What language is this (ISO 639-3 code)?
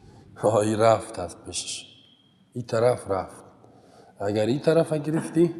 fas